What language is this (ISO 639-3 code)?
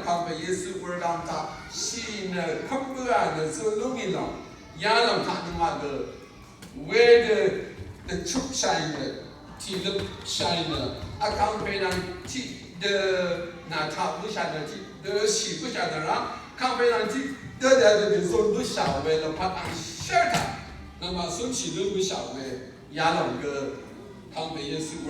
raw